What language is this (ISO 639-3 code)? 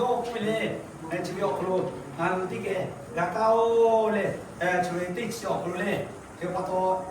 lhu